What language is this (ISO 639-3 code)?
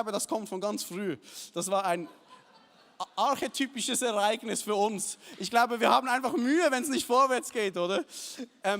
gsw